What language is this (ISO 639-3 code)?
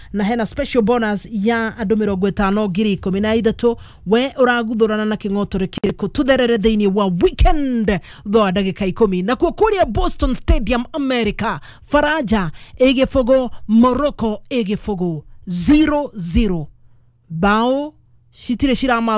kik